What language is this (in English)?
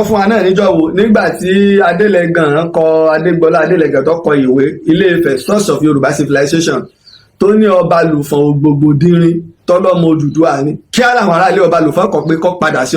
Yoruba